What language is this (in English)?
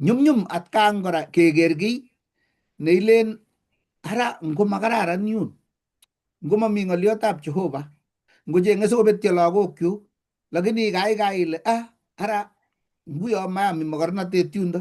Kalenjin